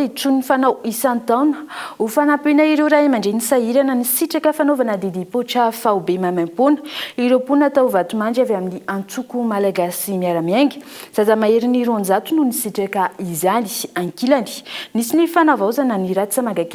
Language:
Malagasy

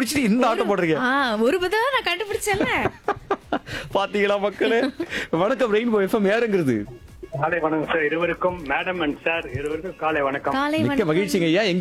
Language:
Tamil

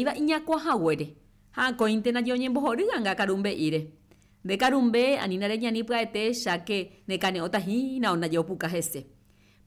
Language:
Guarani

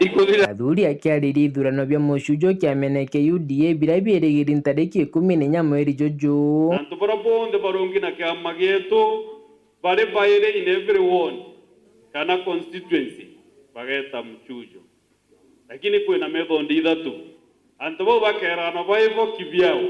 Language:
Meru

